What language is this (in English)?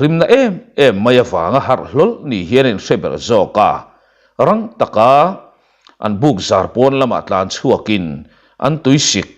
Mizo